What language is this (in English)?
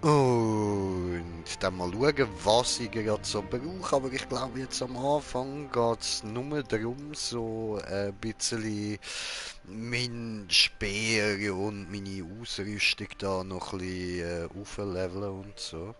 Swiss German